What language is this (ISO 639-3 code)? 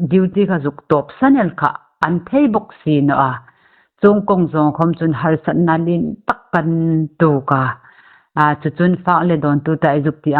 hmr